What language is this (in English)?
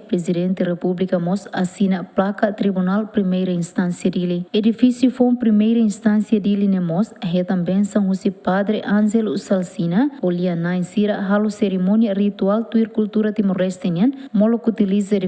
Tetum